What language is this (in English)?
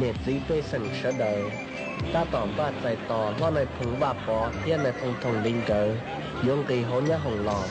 Hmong